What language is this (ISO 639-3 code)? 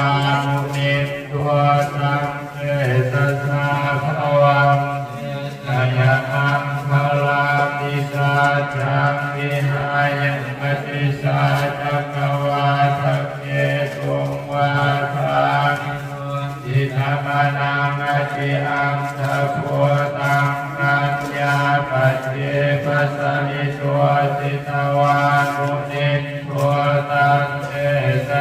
pli